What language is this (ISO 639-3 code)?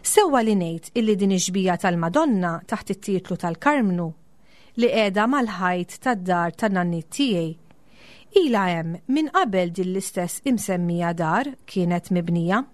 mlt